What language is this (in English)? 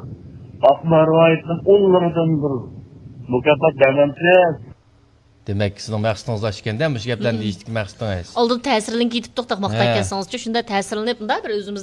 Uyghur